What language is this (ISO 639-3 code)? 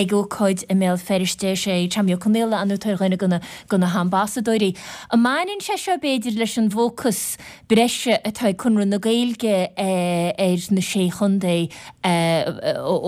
gle